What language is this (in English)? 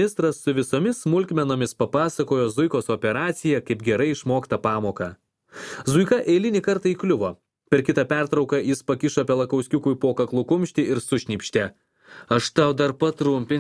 Lithuanian